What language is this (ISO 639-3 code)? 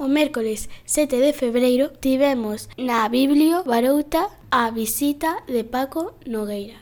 glg